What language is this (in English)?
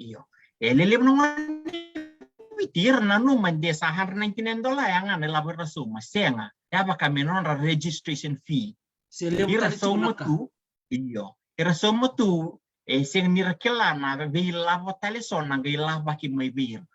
Fijian